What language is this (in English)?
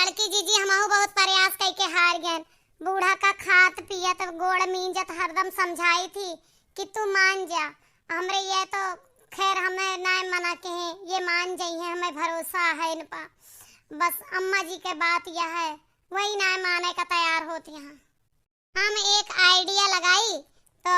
Awadhi